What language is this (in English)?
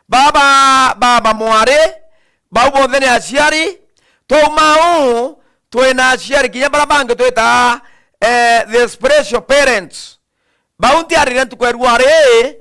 Meru